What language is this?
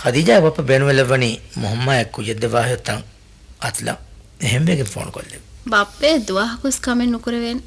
Divehi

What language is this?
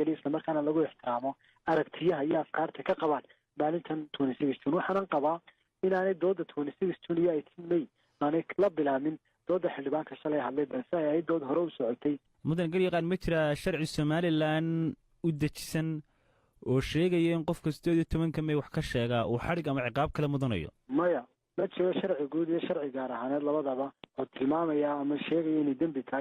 Somali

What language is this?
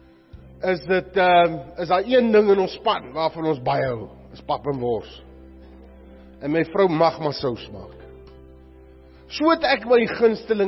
Afrikaans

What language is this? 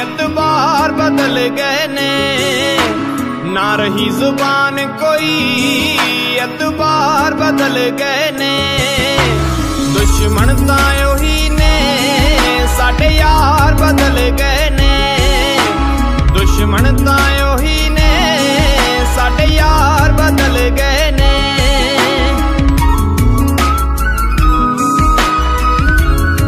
Punjabi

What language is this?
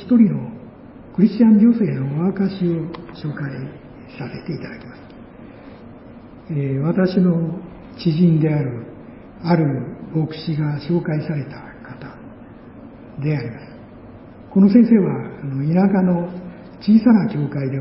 Japanese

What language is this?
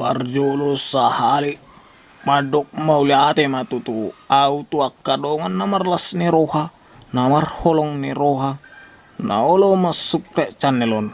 Batak Toba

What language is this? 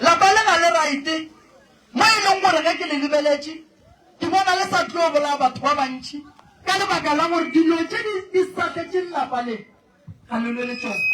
Northern Sotho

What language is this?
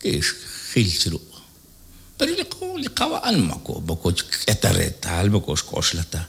Kekchí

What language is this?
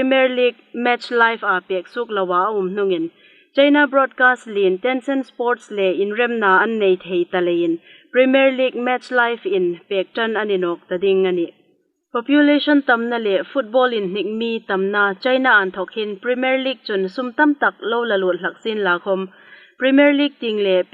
Hmar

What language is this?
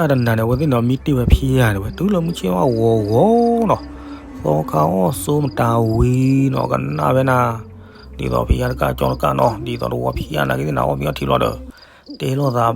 S'gaw Karen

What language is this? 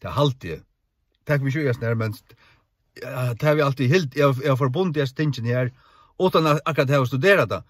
Faroese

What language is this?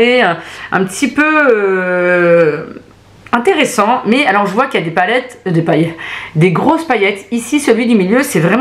French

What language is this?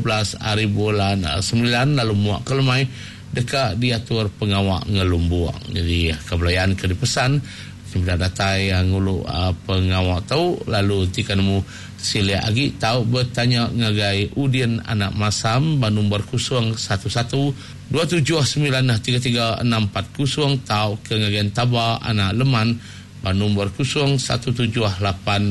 Iban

